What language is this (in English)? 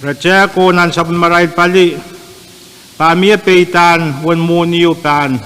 Pohnpeian